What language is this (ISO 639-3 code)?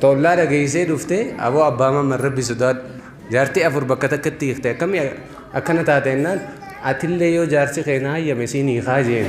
orm